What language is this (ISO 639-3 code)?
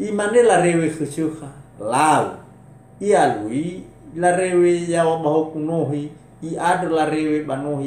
nia